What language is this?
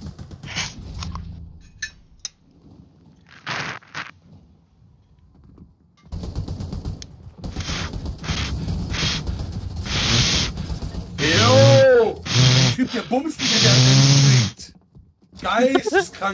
German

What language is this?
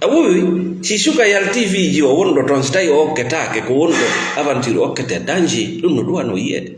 Fula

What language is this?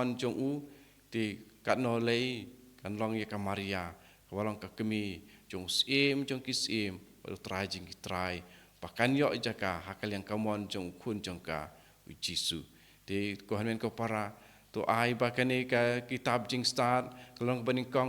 Khasi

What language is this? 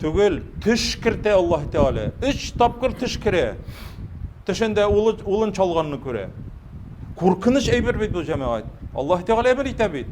Tatar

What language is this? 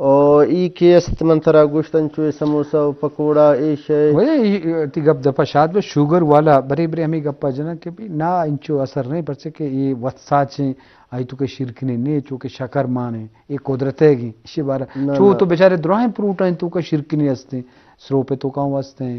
Eastern Balochi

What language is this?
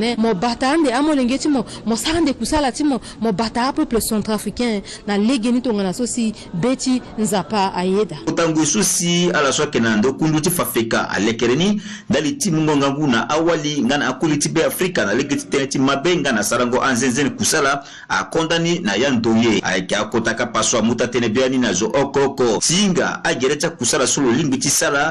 Sango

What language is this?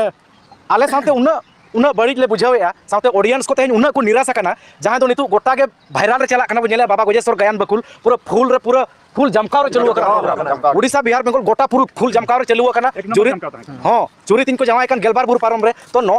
Santali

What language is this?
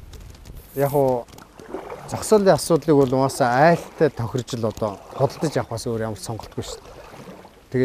Mongolian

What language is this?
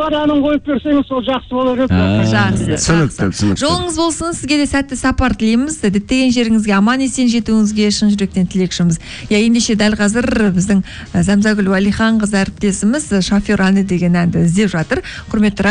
Kazakh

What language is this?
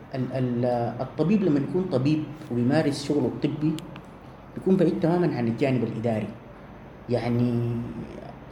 Sudanese Arabic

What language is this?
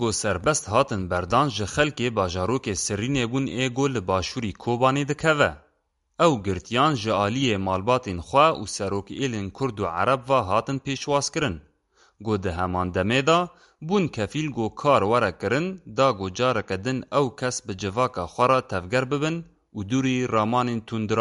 Kurdish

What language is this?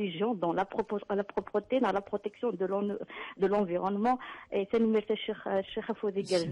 Kabyle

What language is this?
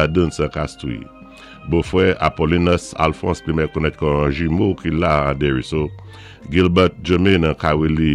Saint Lucian Creole French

